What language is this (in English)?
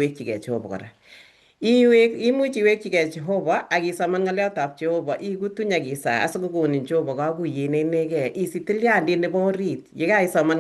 Kalenjin